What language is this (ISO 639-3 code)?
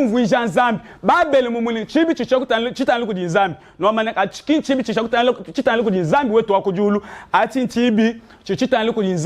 lua